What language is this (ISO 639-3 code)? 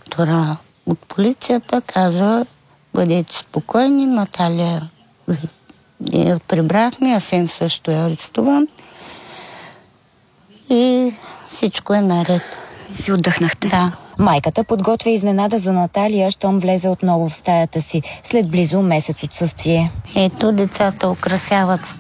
bul